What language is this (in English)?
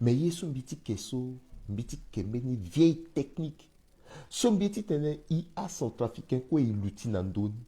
Sango